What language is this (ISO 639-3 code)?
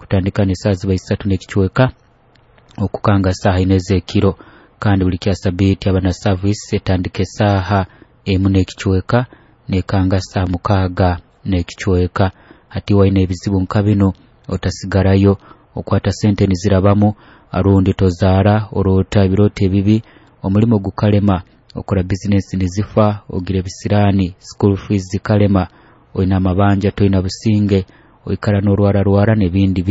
nyo